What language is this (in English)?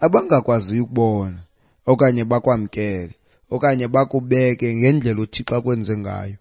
Xhosa